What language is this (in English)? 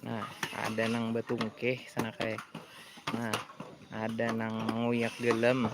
Banjar